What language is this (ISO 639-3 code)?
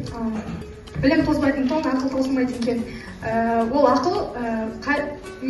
kaz